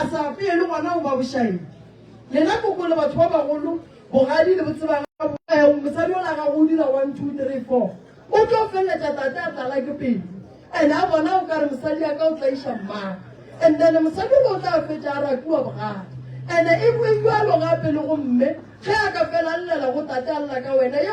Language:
Northern Sotho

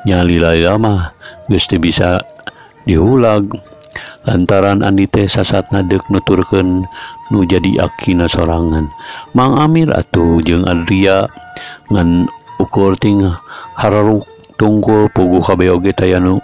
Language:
Sundanese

